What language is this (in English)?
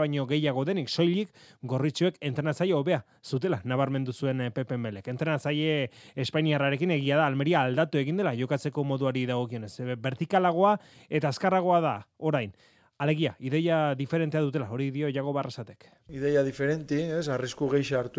Basque